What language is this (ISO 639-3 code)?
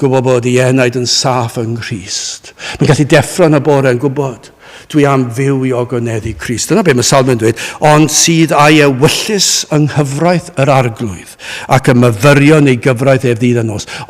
cym